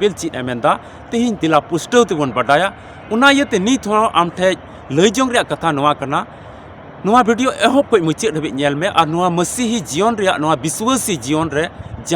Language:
Santali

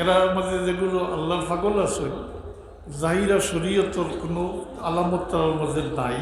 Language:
Sylheti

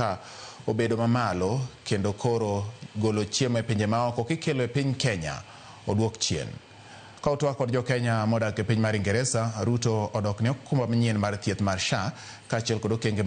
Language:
Luo (Kenya and Tanzania)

